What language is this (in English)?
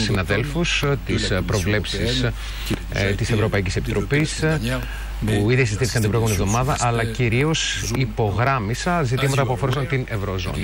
Greek